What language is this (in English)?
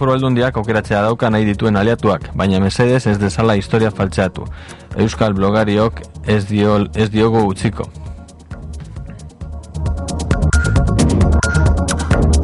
Basque